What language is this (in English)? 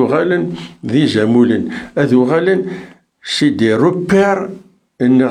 Kabyle